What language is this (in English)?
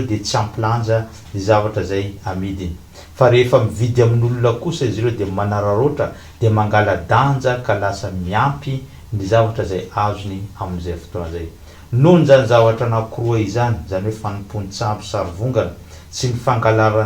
Malagasy